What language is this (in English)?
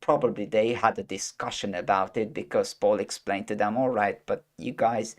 English